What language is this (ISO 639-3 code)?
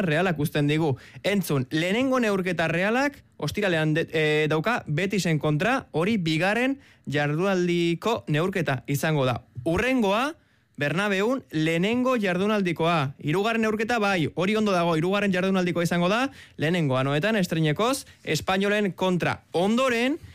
eus